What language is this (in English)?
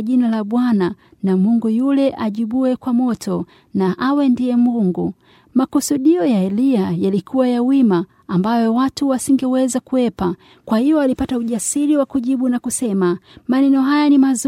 Swahili